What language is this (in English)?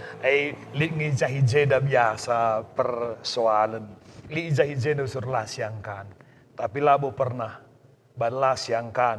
Batak Karo